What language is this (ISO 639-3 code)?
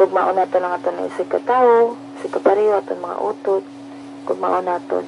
hil